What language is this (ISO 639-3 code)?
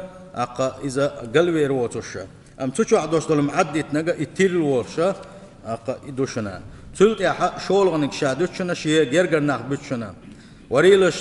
che